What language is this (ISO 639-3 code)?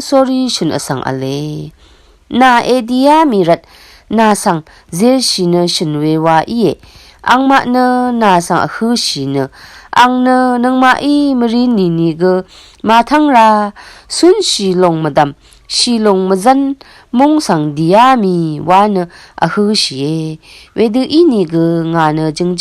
raw